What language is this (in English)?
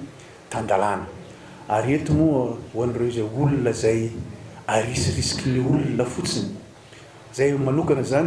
Malagasy